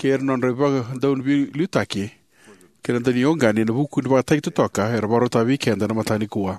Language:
Fijian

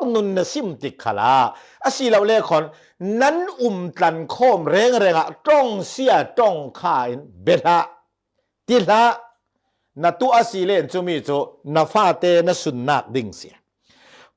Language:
Falam Chin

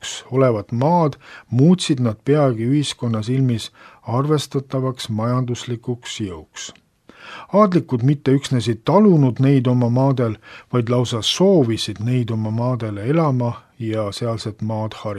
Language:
Estonian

